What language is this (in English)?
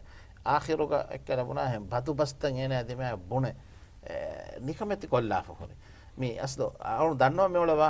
Divehi